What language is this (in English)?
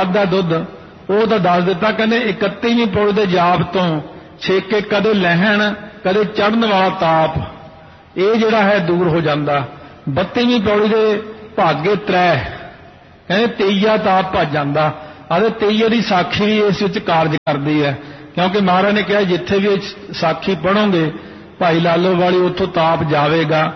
Punjabi